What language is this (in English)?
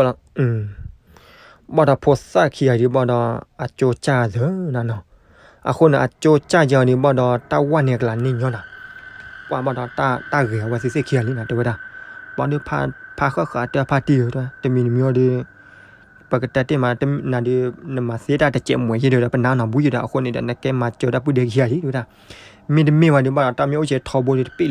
S'gaw Karen